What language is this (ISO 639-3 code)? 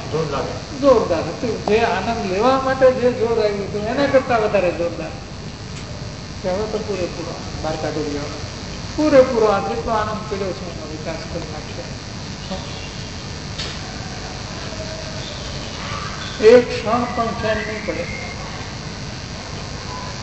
guj